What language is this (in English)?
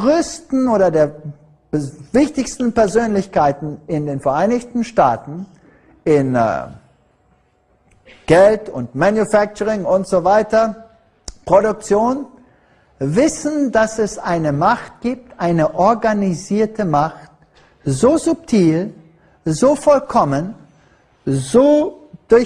German